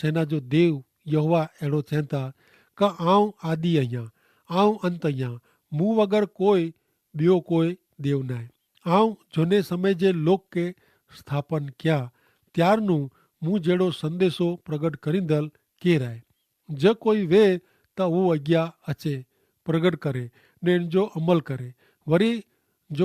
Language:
Kachhi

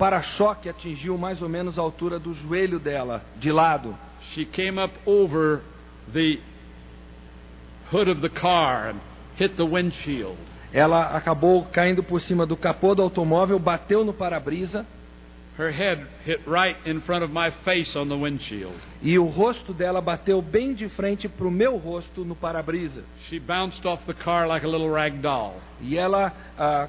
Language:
Portuguese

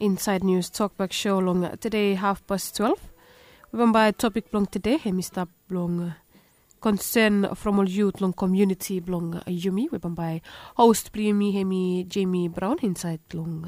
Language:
Bislama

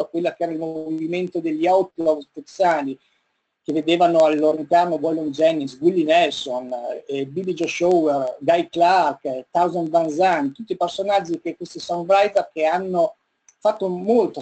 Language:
Italian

